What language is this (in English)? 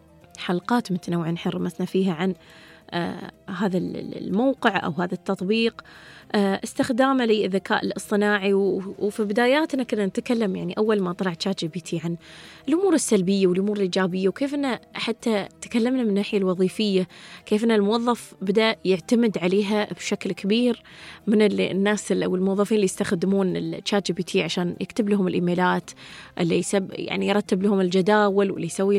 Gulf Arabic